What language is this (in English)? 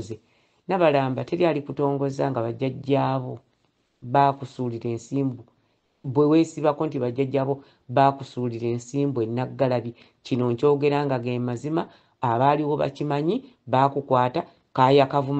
Ganda